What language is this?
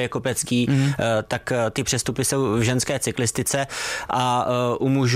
Czech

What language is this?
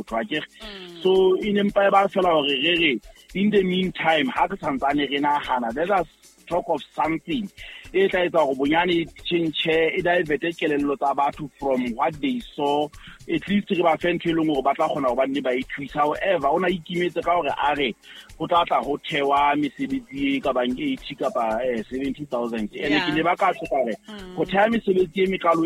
Southern Sotho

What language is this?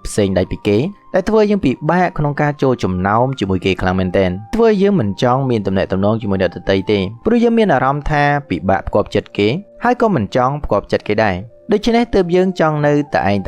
Khmer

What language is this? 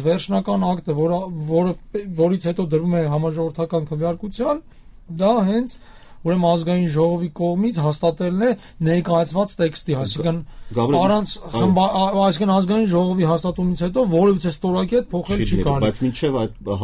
Armenian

